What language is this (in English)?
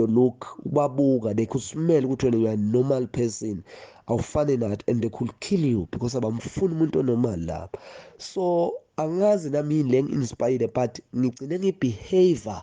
Zulu